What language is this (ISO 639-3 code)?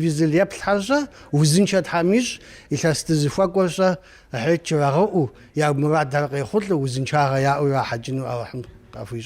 kbd